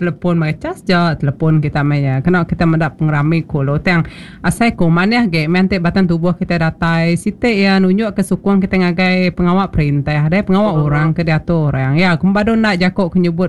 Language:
Iban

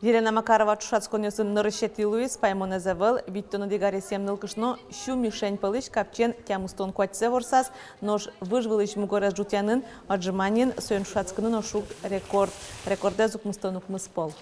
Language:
Udmurt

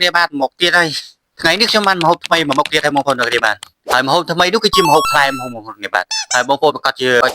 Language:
Khmer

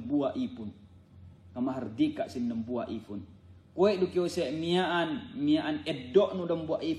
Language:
Yakan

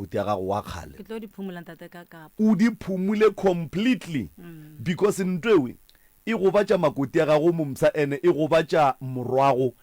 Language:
Northern Sotho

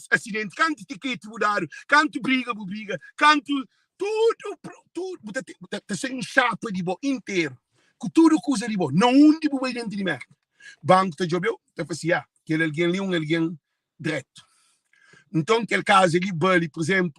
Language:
Kabuverdianu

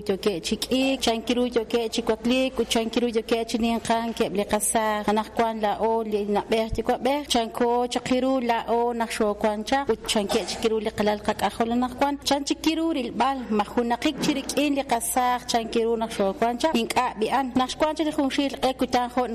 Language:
Kekchí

